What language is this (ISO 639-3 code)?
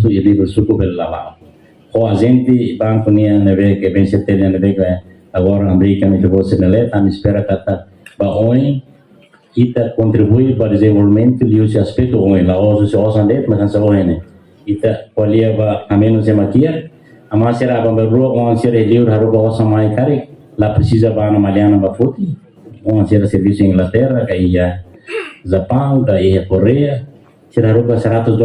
tet